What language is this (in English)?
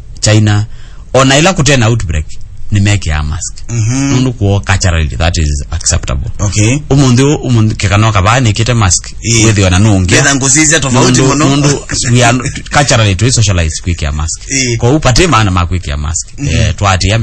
Kamba